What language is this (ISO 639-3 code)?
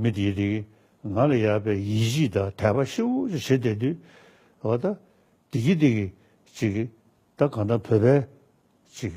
bod